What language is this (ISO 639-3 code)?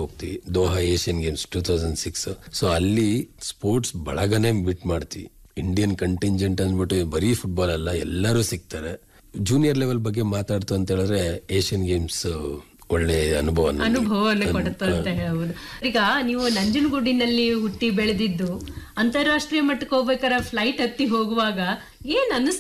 kan